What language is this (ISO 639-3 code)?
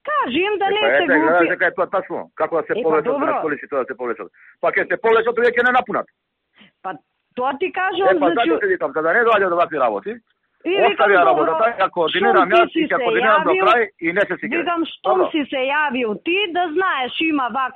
mkd